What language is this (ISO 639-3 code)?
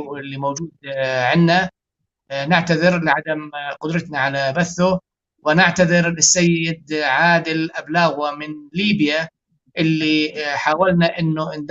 apc